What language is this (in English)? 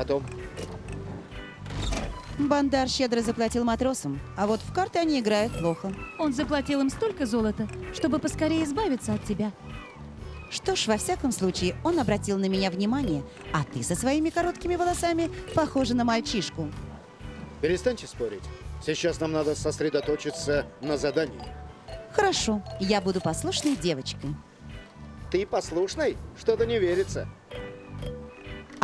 Russian